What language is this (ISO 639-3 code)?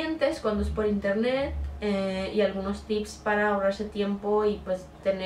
spa